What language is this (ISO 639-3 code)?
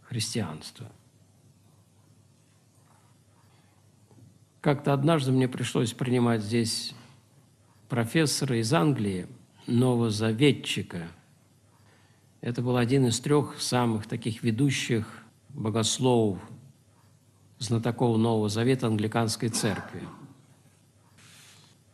rus